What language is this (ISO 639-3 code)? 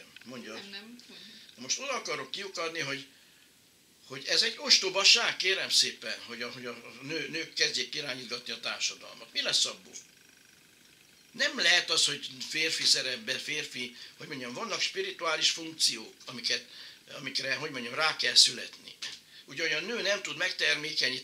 hun